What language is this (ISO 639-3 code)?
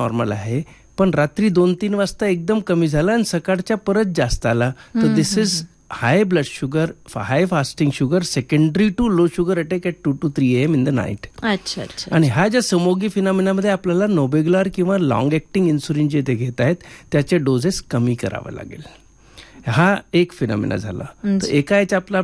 mar